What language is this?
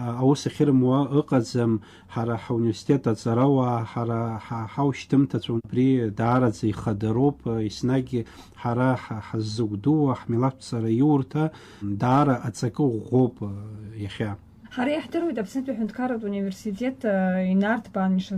Abkhazian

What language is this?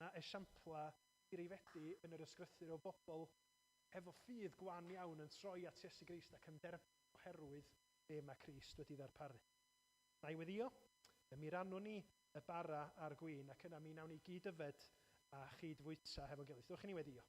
Welsh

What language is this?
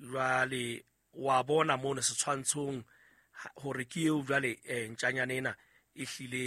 Southern Sotho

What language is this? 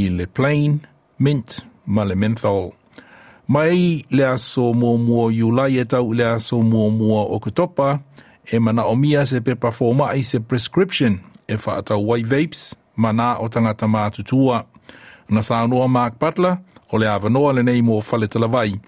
Samoan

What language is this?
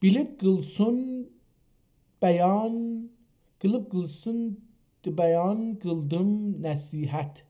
South Azerbaijani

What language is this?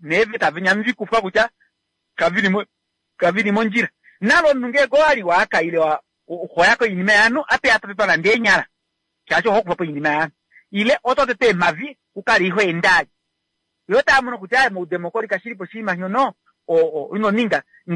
Kuanyama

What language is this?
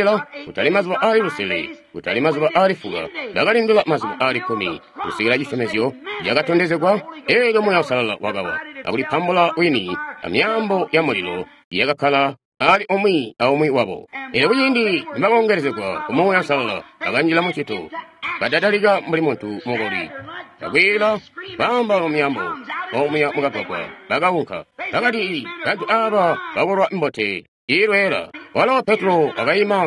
Tonga (Zambia)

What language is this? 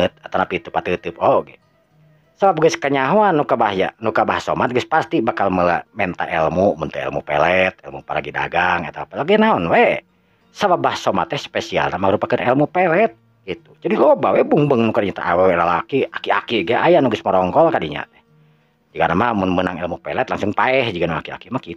Sundanese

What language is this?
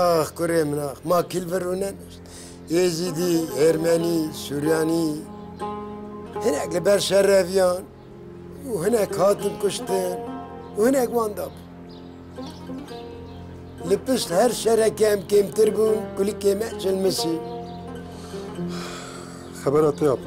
Kurdish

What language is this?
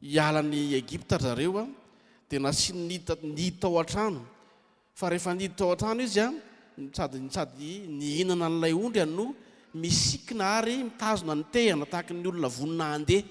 Malagasy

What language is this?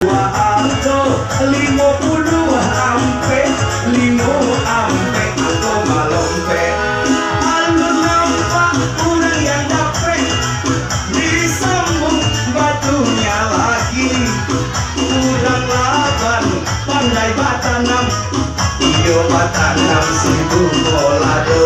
Minangkabau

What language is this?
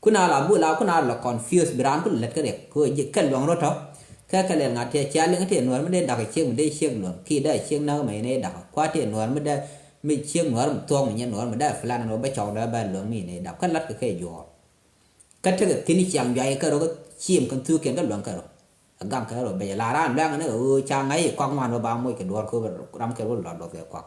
Nuer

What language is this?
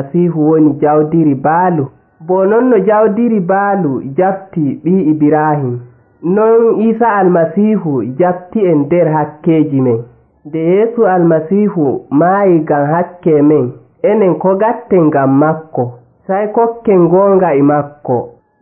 Nigerian Fulfulde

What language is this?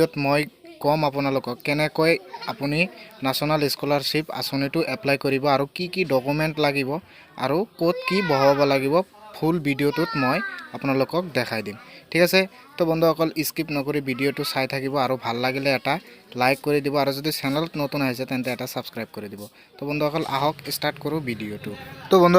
Assamese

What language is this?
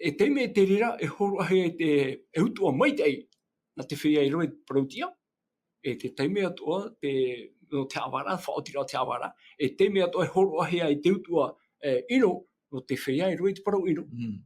Tahitian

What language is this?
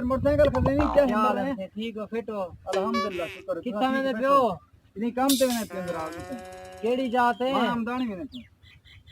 Saraiki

